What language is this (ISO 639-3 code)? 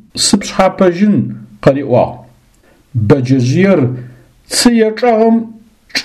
ady